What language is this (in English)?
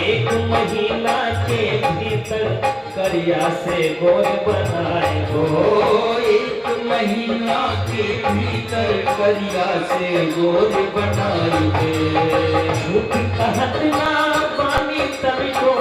Maithili